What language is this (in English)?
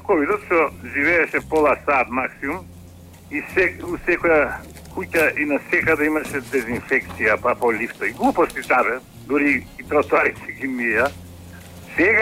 Macedonian